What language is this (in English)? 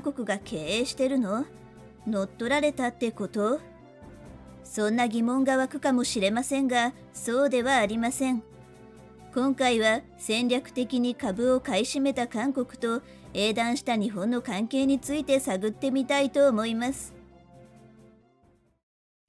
Japanese